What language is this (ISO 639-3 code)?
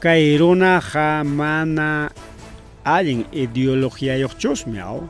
quy